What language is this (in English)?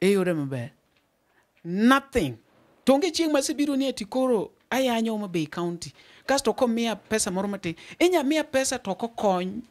Luo (Kenya and Tanzania)